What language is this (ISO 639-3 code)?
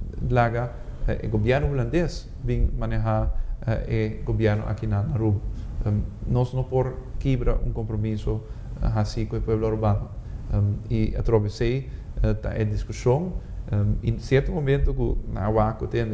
pap